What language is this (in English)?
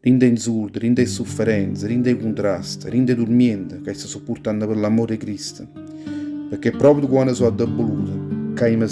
Neapolitan